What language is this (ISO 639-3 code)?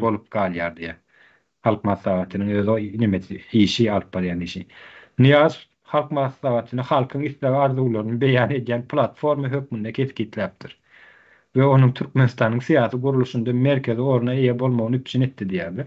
tuk